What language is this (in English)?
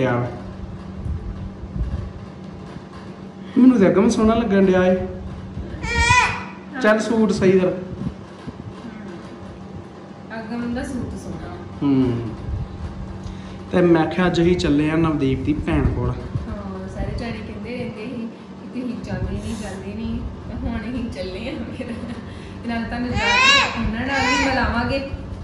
Punjabi